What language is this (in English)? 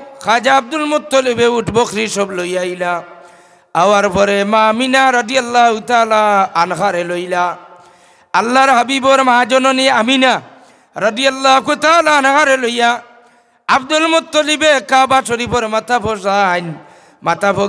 Sylheti